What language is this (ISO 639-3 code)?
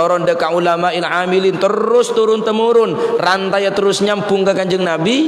mad